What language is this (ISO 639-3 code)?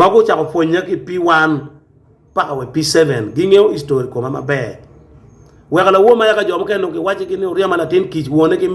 ach